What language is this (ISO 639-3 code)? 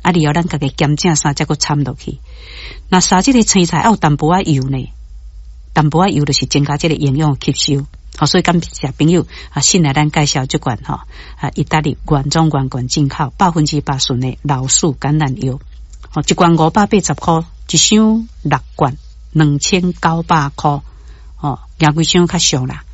nan